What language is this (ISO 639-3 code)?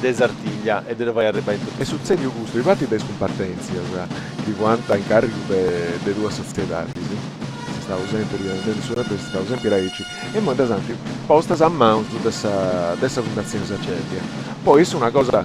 srd